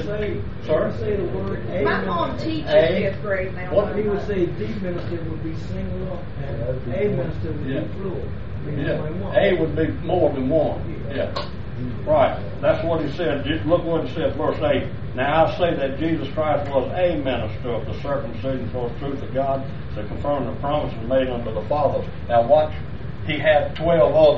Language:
English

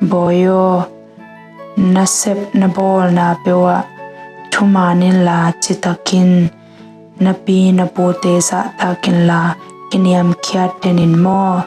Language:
Tedim Chin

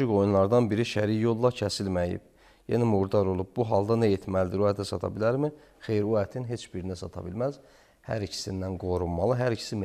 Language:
Azerbaijani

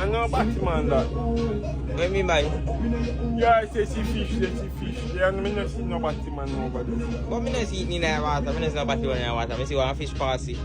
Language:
Jamaican Creole English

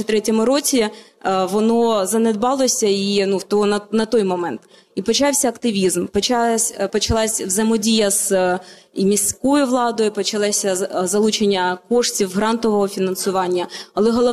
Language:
Ukrainian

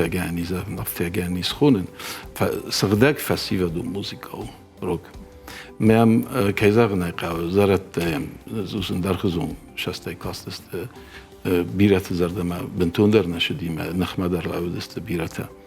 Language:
Ossetic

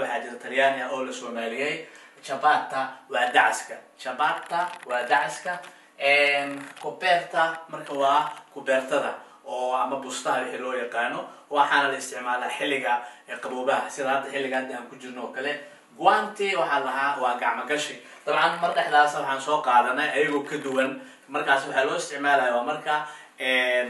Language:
Somali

